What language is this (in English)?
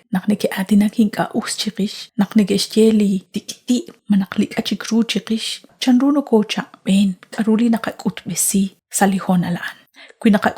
Kekchí